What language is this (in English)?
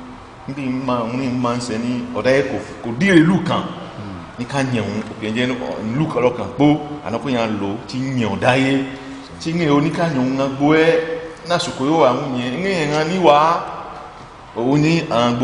Ifè